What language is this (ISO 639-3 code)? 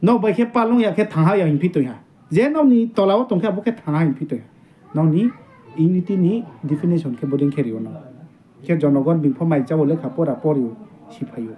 ria